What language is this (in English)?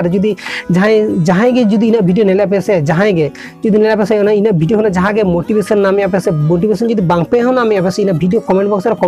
Santali